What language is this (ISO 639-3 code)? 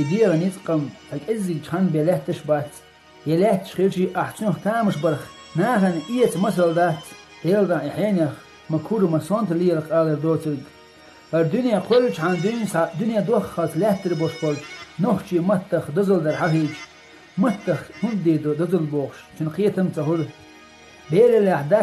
che